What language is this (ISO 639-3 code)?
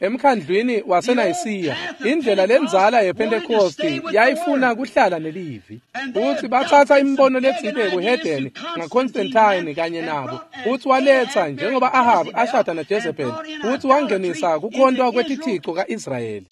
ssw